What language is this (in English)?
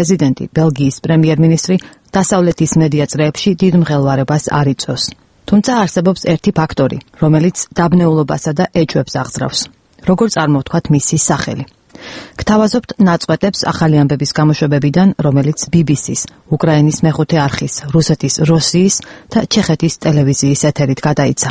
Georgian